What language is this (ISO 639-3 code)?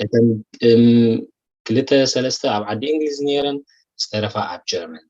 tir